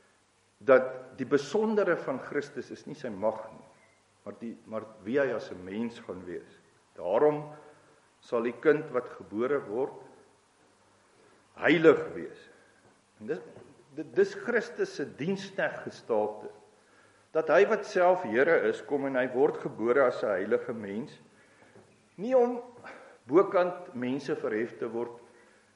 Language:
Afrikaans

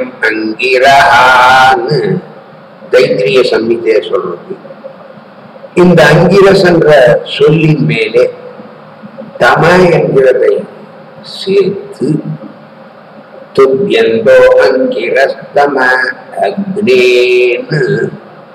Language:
Tamil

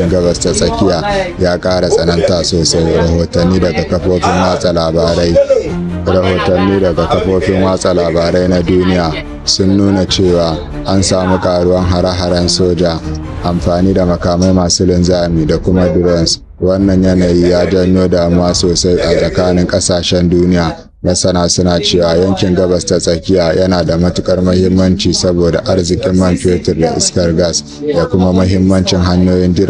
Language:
Hausa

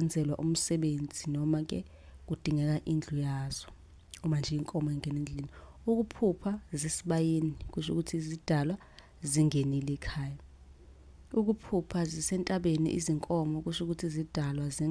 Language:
Zulu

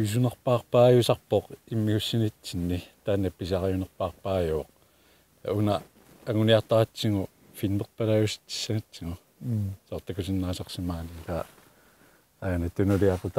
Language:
Kalaallisut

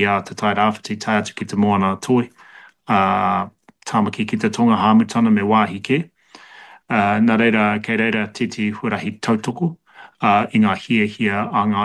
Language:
Māori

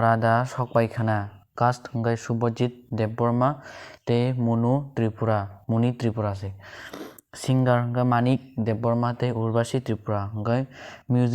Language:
Kok Borok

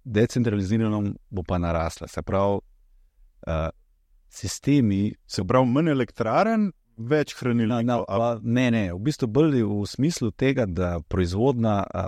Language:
Slovenian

